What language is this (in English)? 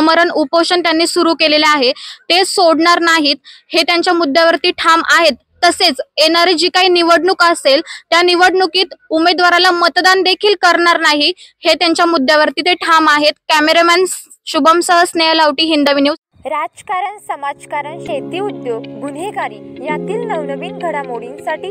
Marathi